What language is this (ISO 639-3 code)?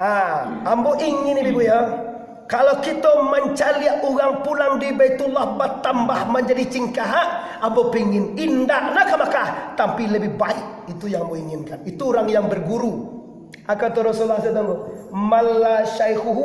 min